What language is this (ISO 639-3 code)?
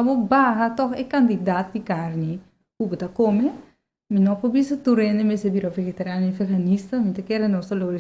pap